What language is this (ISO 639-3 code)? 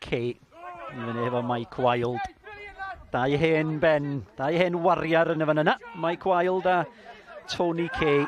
cym